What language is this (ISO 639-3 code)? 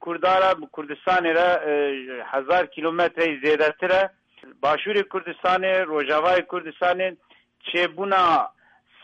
kur